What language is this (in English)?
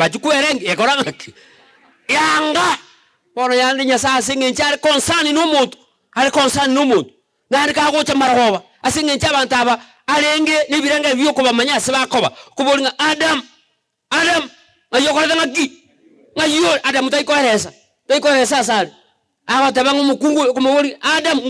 Gusii